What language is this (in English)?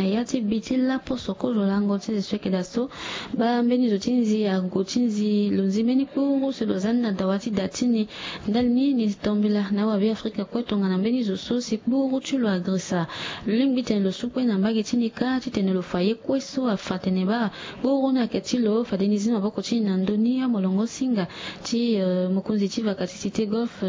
Sango